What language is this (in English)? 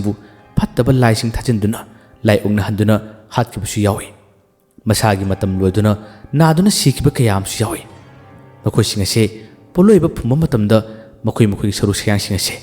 Manipuri